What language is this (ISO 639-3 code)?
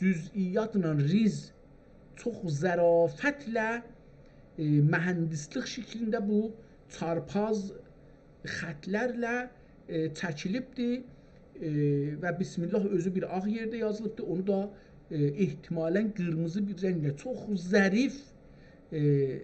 azb